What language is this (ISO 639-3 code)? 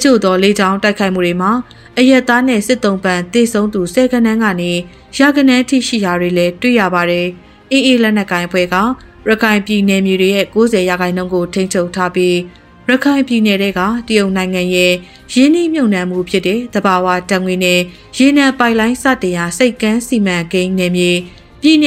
mya